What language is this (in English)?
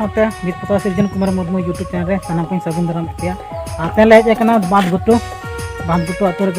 Santali